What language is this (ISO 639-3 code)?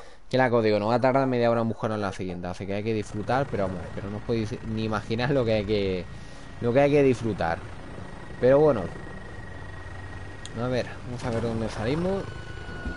spa